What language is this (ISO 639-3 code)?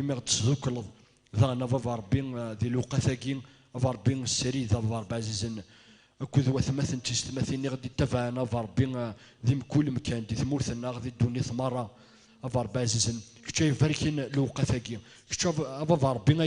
kab